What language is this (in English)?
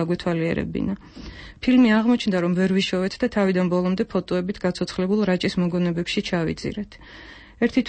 Georgian